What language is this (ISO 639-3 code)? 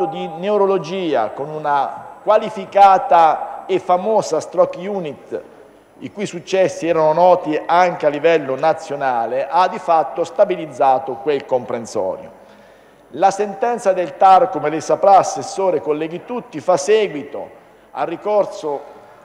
ita